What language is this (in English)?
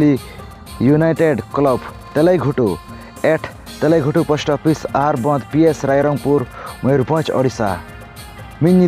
Santali